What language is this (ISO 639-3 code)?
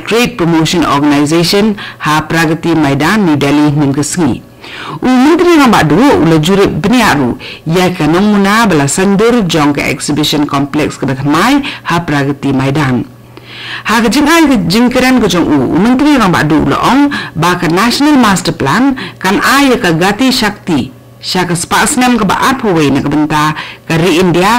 kha